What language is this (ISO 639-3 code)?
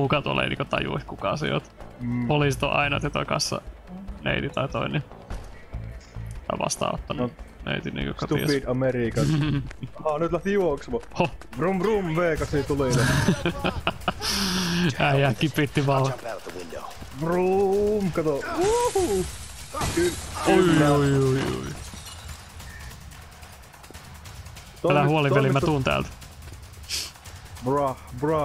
fin